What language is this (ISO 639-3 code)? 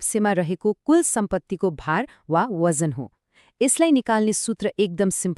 nep